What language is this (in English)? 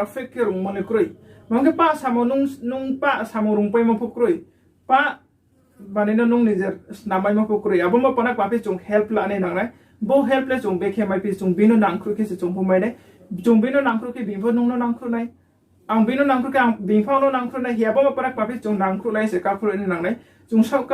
Riang (India)